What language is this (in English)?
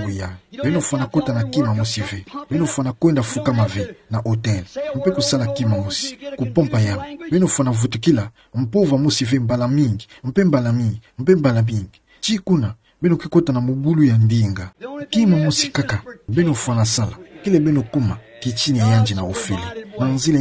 Kituba (Democratic Republic of Congo)